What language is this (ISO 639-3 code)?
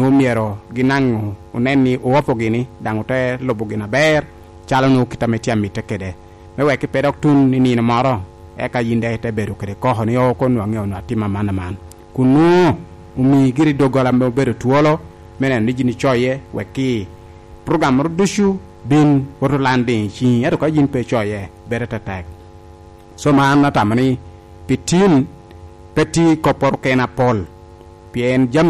laj